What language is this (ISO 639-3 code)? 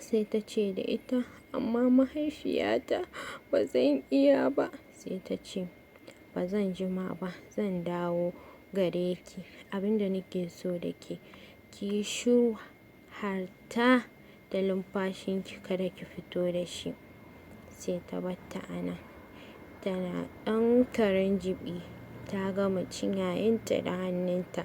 hau